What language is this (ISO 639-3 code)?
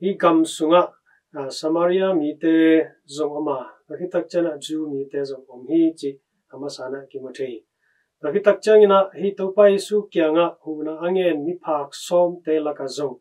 ctd